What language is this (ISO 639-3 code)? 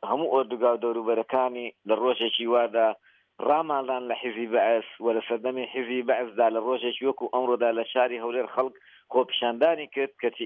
ckb